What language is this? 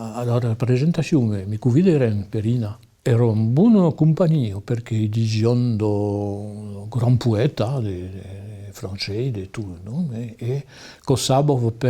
Occitan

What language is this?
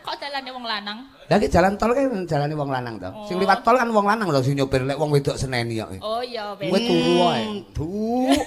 Javanese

